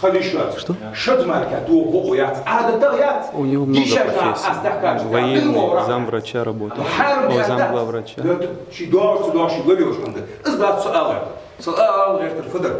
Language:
Ingush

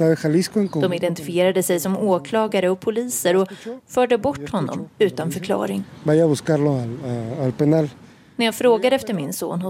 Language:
Swedish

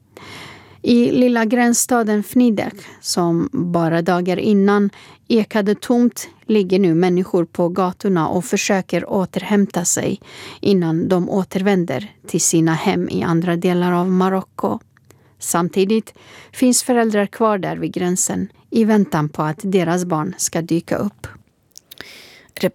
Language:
Swedish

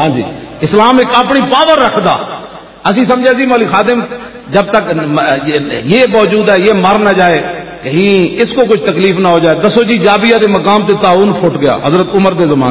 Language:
Western Panjabi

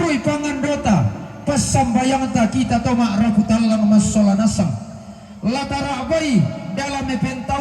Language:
Toraja-Sa'dan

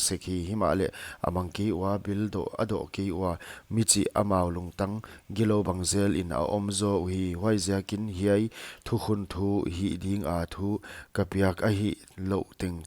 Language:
Paite Chin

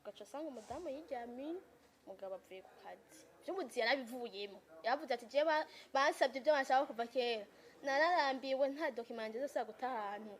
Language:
Rundi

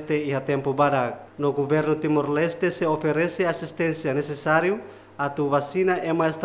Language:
Tetum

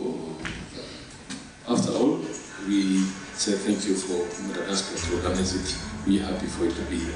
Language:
Tswana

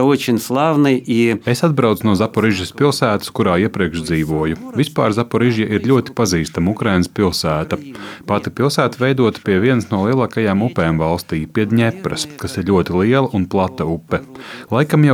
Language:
Latvian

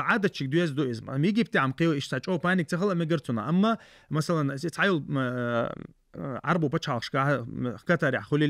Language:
Chechen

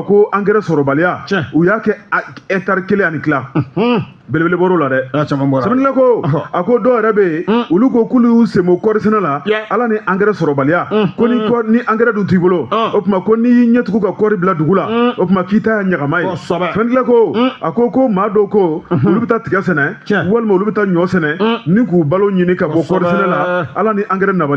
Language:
Bambara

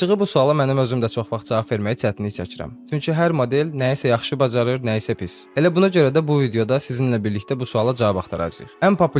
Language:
Azerbaijani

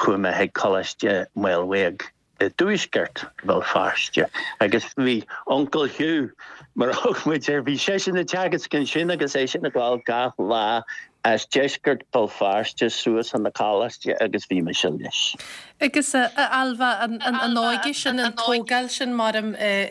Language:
Irish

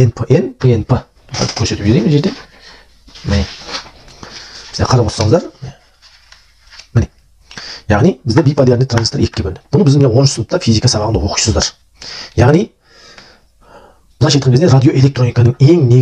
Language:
Kazakh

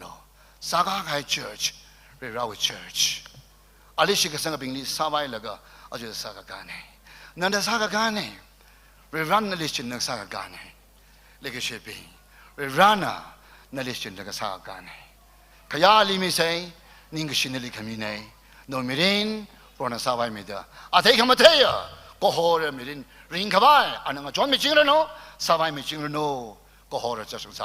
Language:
Tangkhul Naga (India)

